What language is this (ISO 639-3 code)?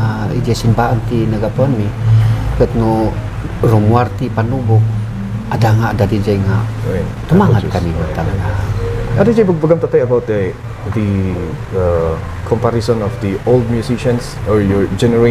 ilo